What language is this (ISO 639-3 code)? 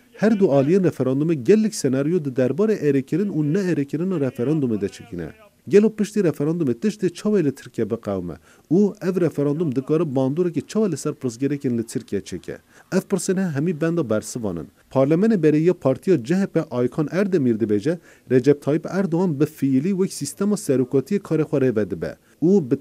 kur